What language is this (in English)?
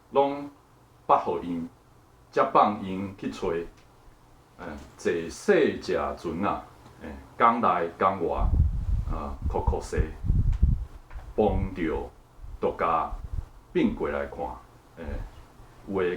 Min Nan Chinese